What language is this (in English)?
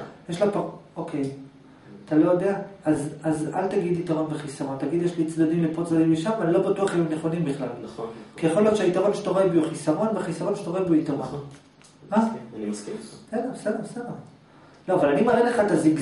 Hebrew